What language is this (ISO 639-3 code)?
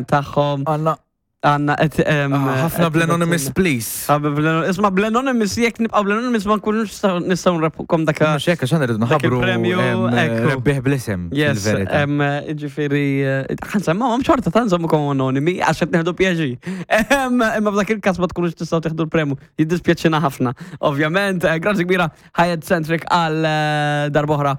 mlt